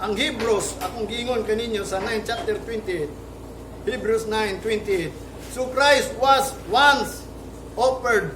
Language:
Cebuano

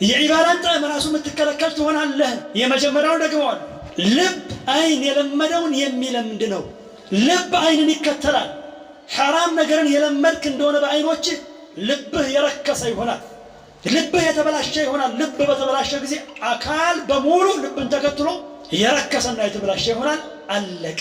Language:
Amharic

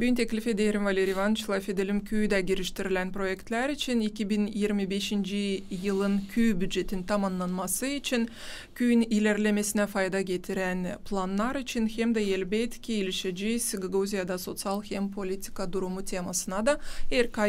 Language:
Gagauz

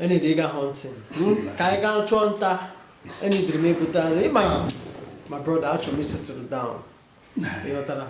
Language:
Igbo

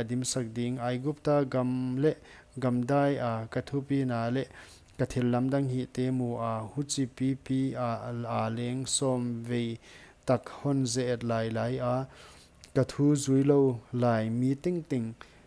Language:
Paite Chin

